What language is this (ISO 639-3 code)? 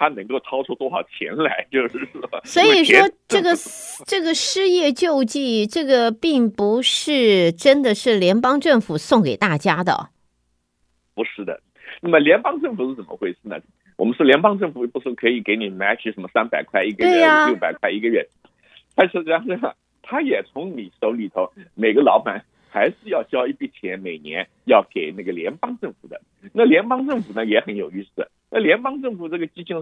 zho